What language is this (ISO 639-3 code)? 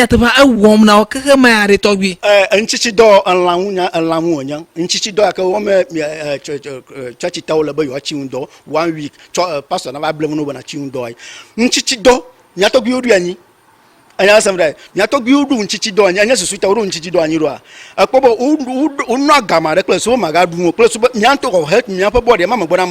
ewe